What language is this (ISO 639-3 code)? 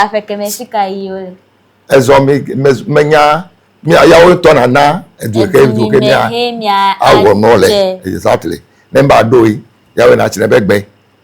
ewe